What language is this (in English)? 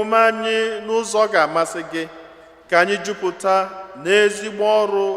Igbo